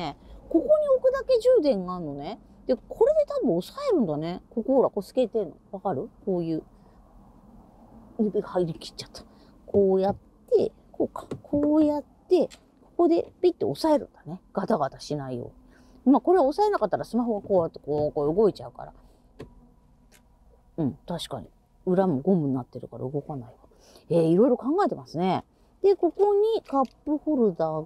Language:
Japanese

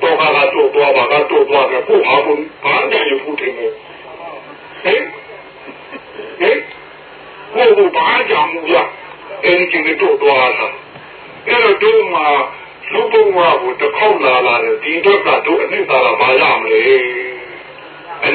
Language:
Burmese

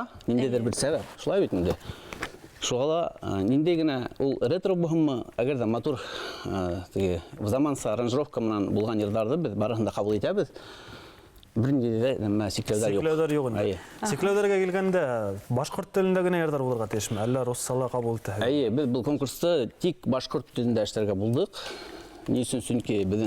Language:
Bashkir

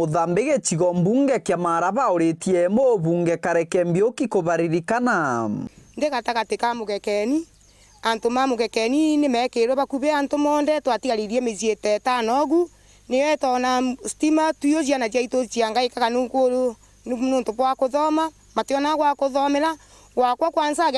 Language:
Meru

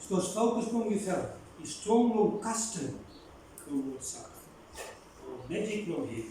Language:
Bislama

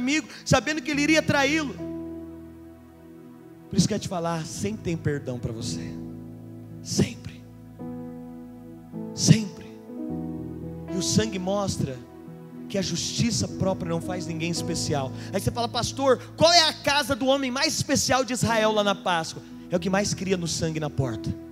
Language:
Portuguese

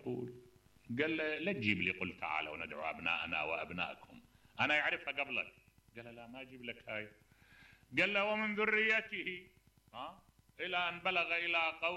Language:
Mesopotamian Arabic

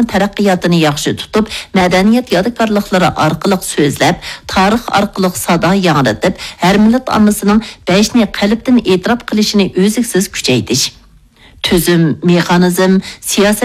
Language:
Uyghur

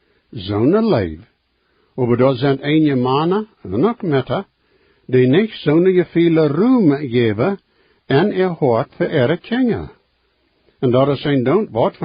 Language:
Plautdietsch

